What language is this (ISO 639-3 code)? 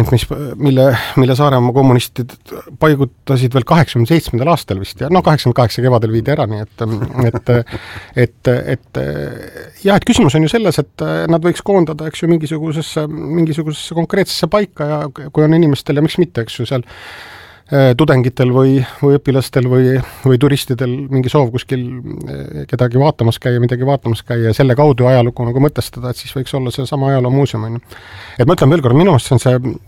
est